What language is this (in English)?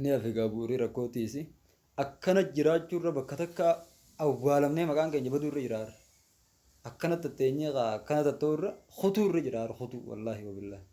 Oromo